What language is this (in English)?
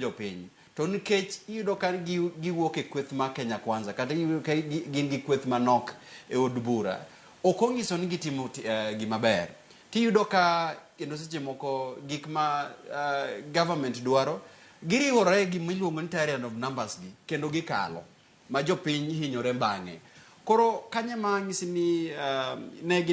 Luo (Kenya and Tanzania)